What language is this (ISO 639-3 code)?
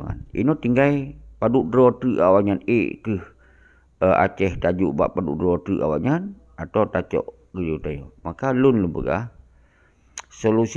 ace